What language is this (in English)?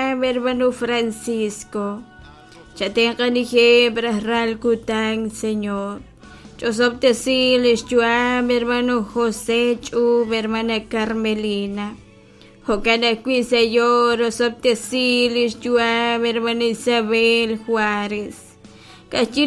Kekchí